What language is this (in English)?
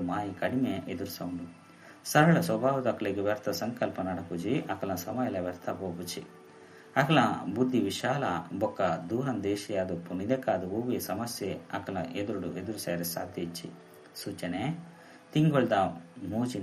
Tulu